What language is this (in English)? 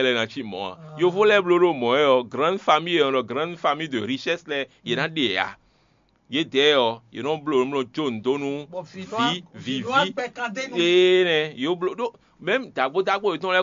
Fon